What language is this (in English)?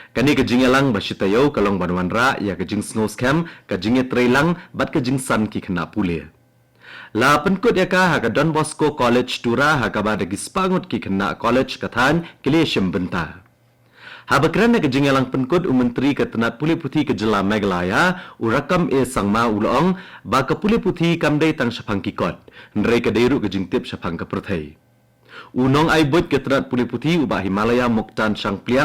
Khasi